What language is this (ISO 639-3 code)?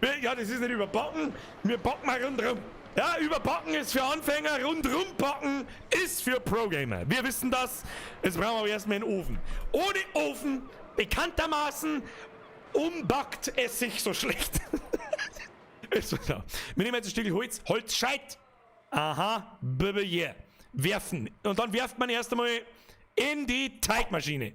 bar